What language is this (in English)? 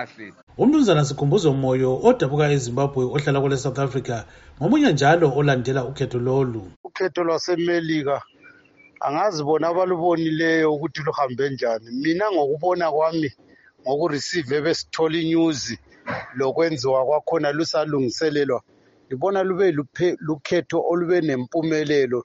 North Ndebele